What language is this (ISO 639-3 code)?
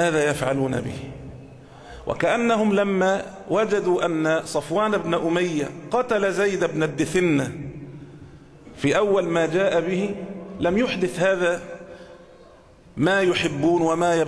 ara